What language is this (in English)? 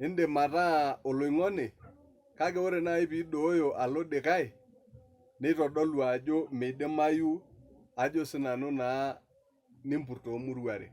Masai